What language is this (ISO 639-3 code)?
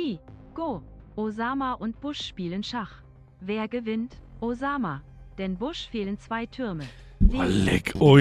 bar